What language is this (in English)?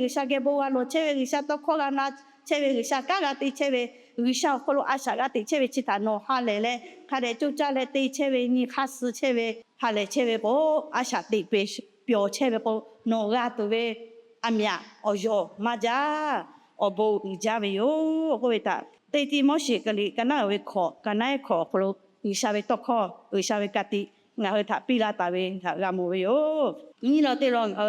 Lahu